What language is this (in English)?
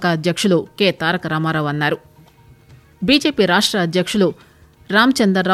Telugu